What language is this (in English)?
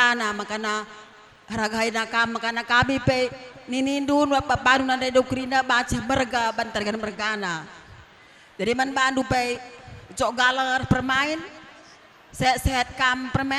Batak Karo